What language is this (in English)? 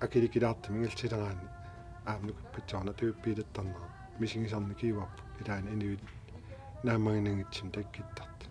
Kalaallisut